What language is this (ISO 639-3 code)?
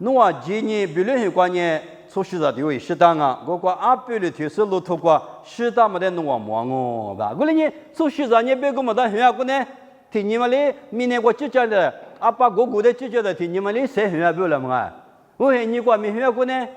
lis